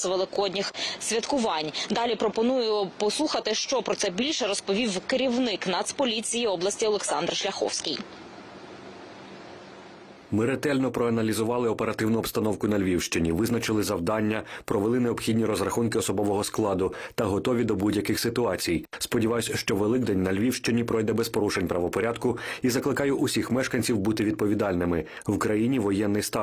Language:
Ukrainian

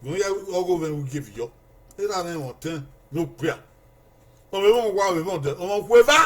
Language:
Bini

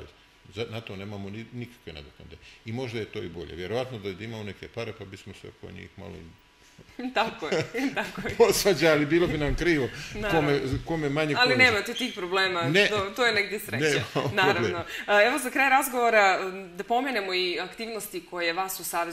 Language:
Serbian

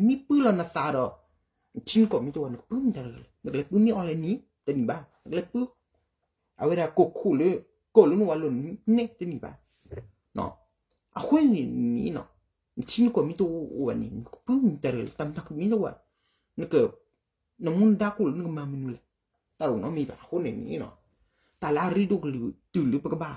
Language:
S'gaw Karen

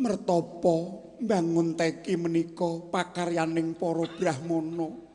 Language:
Javanese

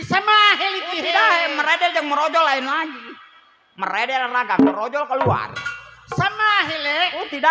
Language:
Betawi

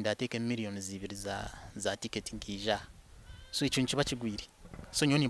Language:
Nyankole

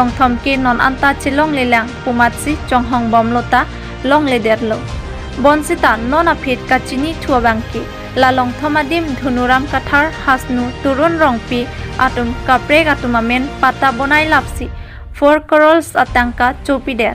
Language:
Karbi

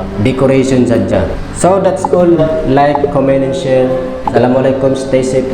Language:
Tausug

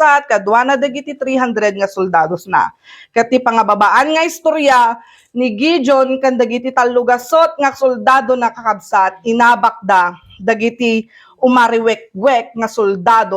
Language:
Iloko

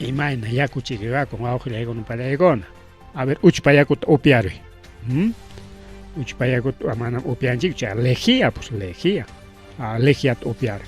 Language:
Ayacucho Quechua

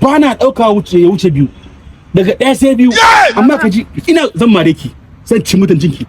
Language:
Hausa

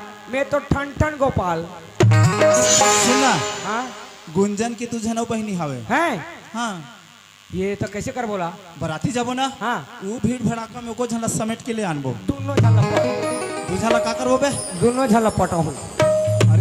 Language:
Chhattisgarhi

